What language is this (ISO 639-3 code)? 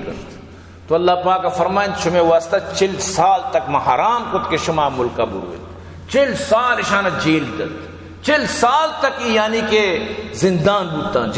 bal